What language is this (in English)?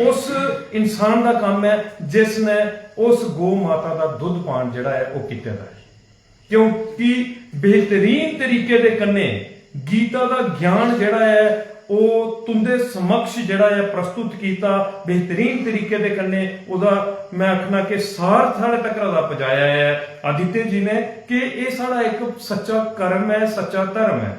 Dogri